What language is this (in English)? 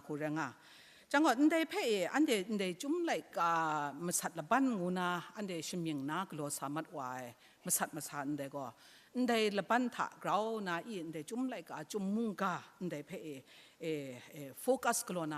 Kachin